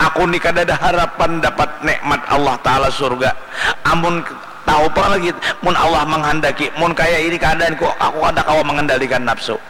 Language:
Banjar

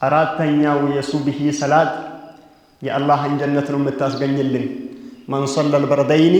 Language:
Amharic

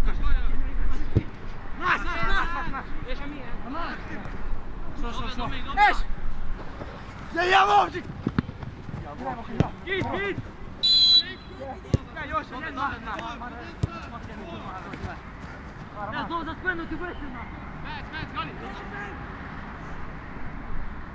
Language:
Ukrainian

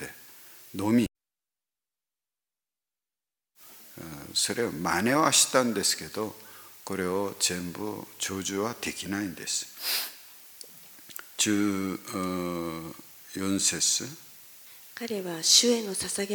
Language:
Japanese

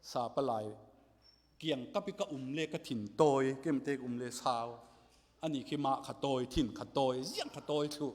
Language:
Falam Chin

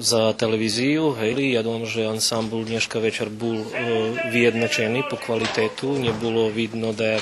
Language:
Rusyn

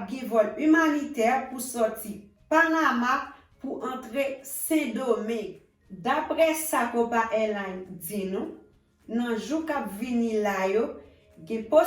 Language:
Haitian Creole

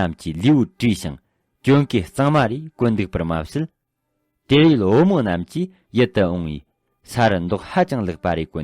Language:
Tibetan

